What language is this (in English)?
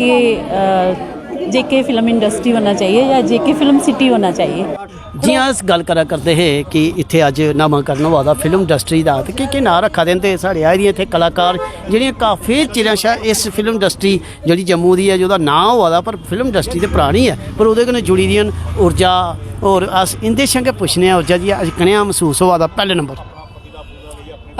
Dogri